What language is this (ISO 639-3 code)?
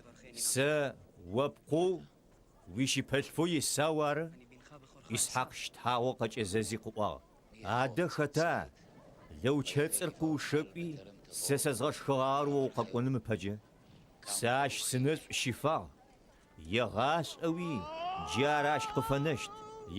ady